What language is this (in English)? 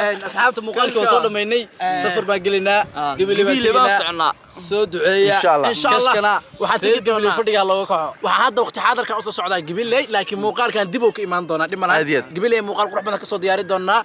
Somali